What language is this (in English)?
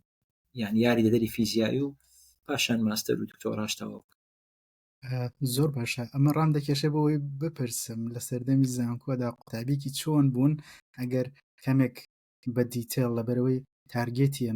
Central Kurdish